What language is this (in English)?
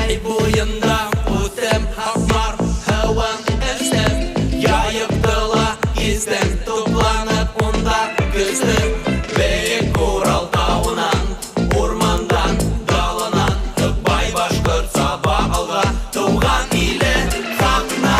Bashkir